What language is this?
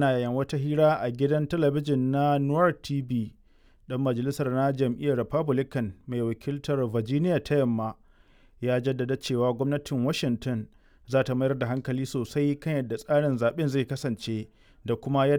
Hausa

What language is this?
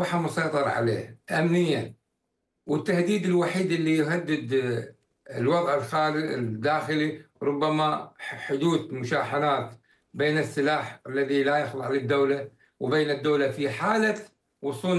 Arabic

